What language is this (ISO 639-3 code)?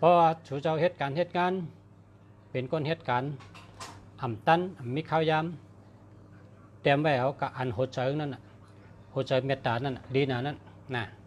shn